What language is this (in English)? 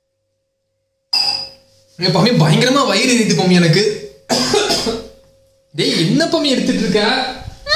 Tamil